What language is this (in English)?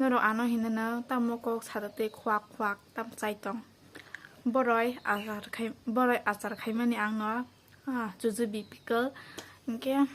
Kok Borok